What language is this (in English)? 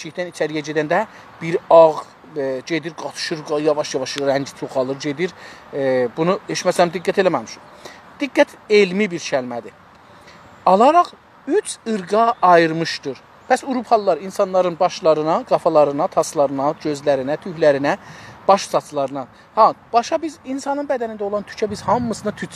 South Azerbaijani